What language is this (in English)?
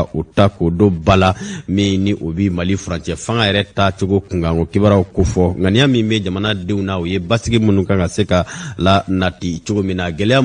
Bambara